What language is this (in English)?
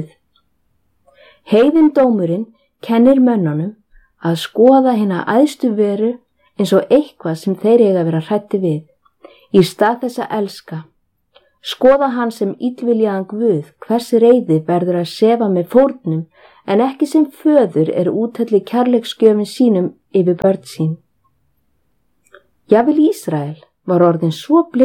Icelandic